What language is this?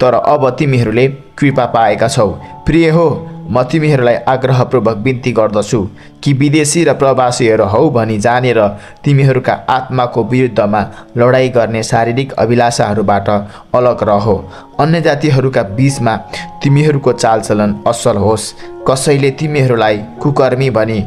Nepali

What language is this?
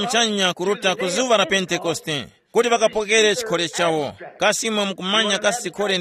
Tumbuka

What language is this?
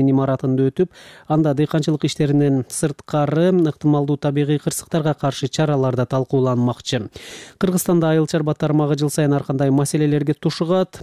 Kyrgyz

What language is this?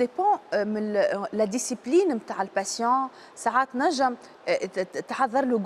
Tunisian Arabic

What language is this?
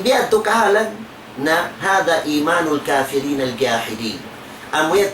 Tausug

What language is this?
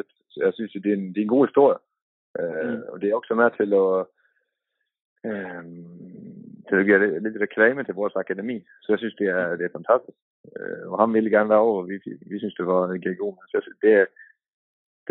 Danish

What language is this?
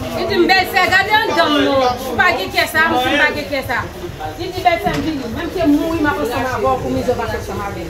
Haitian Creole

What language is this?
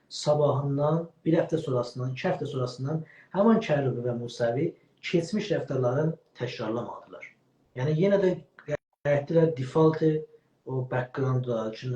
South Azerbaijani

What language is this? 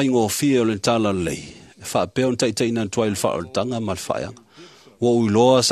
Samoan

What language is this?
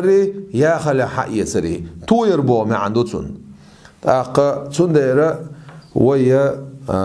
Chechen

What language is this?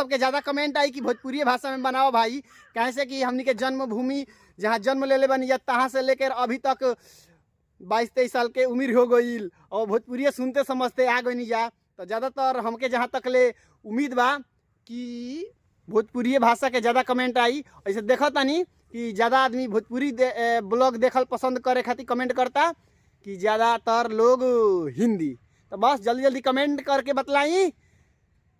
Bhojpuri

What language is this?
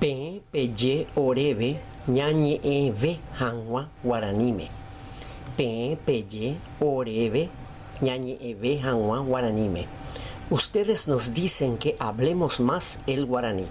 Guarani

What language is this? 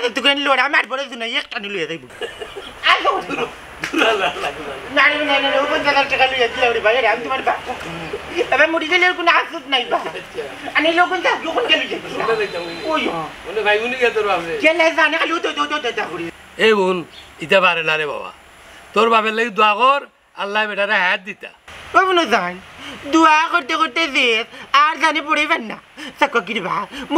Sylheti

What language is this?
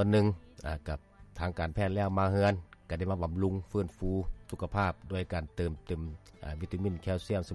Lao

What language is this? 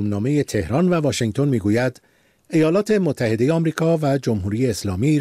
Persian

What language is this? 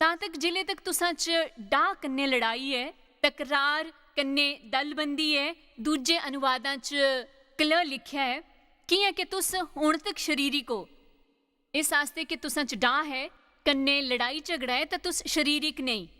Dogri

